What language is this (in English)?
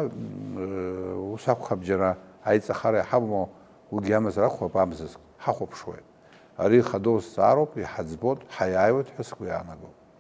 Abkhazian